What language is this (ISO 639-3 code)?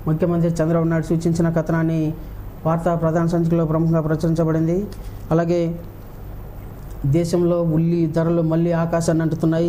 tel